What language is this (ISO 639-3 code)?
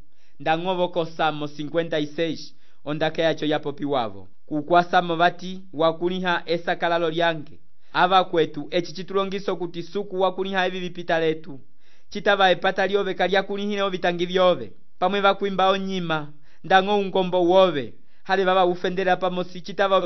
umb